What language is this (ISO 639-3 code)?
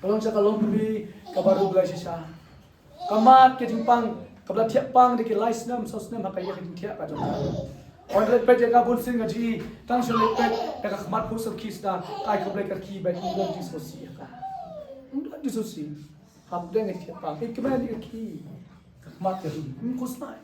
kha